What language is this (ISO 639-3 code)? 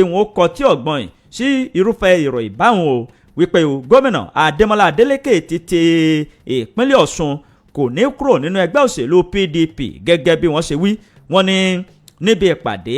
yor